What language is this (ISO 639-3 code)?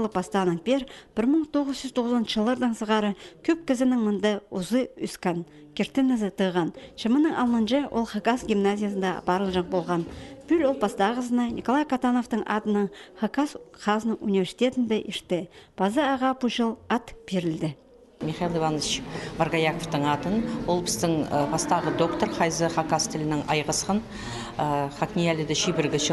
kjh